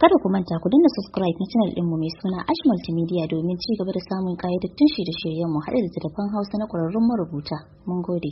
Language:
Hausa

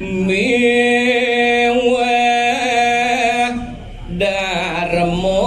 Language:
Balinese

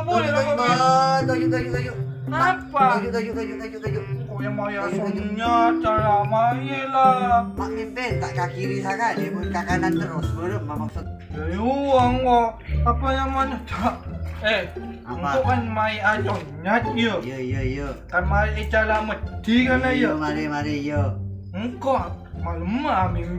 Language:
Madurese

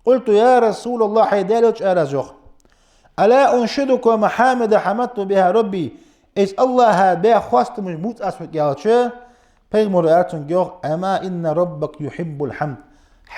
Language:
Ingush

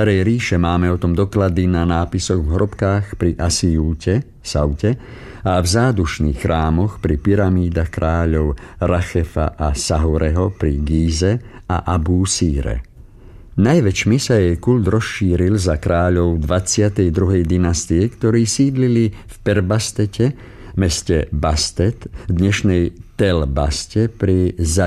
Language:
Slovak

